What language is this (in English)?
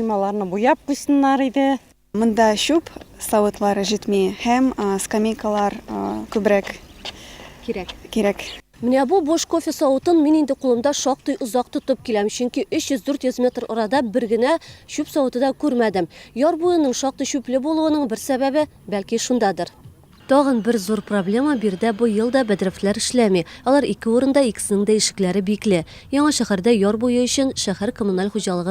Tatar